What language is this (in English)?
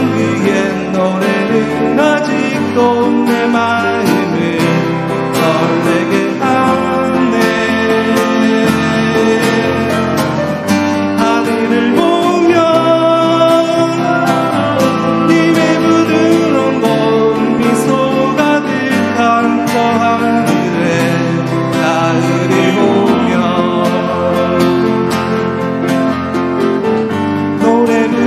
Korean